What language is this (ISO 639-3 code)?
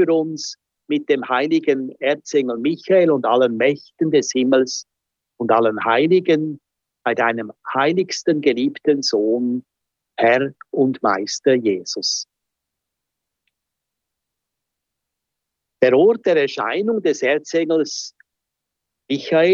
deu